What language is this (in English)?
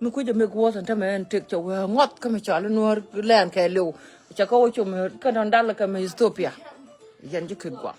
Nuer